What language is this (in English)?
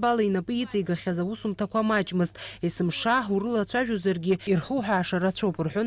Abkhazian